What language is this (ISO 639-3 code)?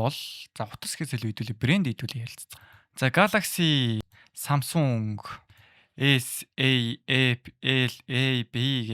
mon